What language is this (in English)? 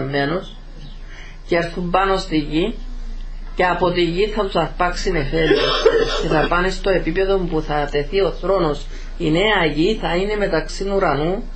Greek